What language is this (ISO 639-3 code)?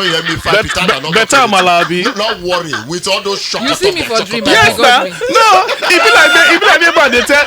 pcm